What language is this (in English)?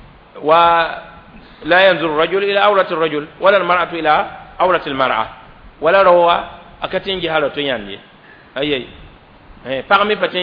Mossi